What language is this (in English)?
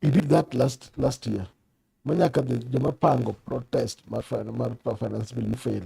Luo (Kenya and Tanzania)